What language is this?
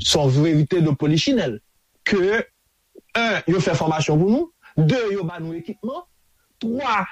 Haitian Creole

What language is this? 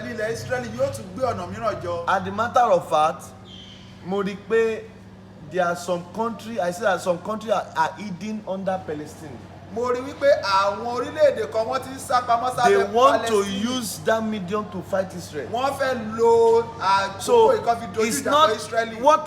Yoruba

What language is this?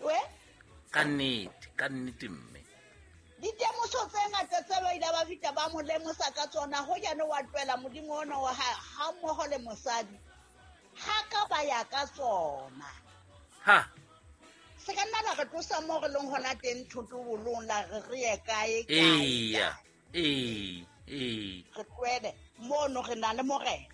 Southern Sotho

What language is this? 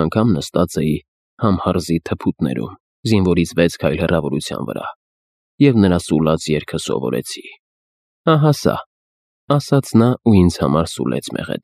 Armenian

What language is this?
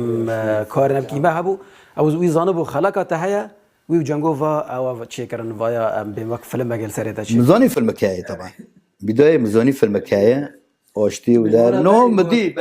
Kurdish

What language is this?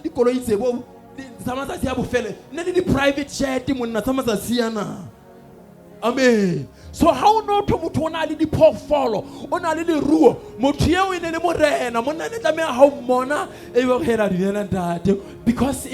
Southern Sotho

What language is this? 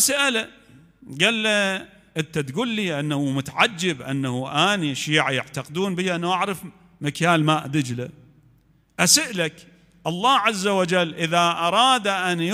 Mesopotamian Arabic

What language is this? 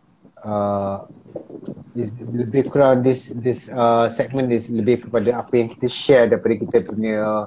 Malay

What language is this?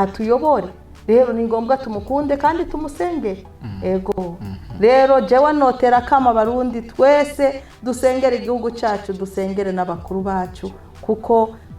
Rundi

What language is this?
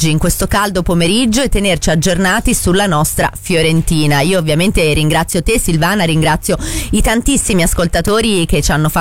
Italian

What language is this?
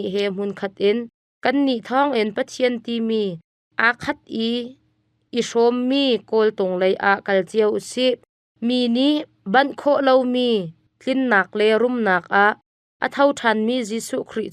Hakha Chin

